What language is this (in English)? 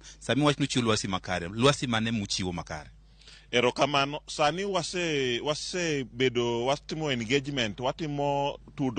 Luo (Kenya and Tanzania)